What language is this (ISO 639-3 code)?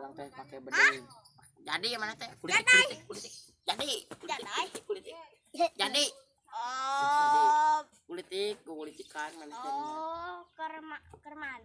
sun